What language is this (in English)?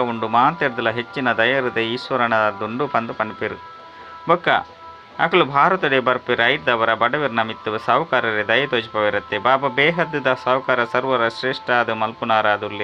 Tulu